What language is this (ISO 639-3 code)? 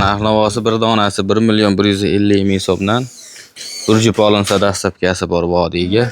uzb